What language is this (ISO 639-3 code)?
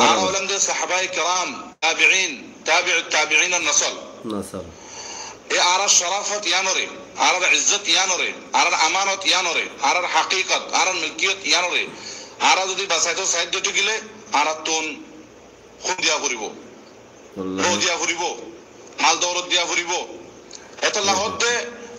rhg